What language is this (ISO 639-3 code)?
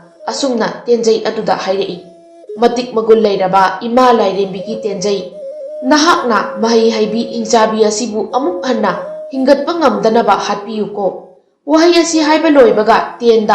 mni